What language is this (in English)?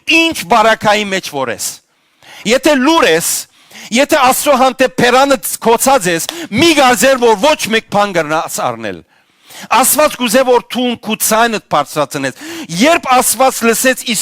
Western Armenian